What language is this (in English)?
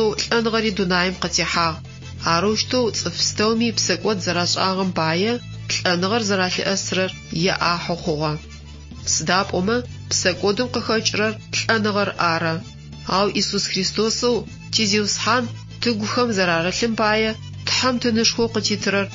Adyghe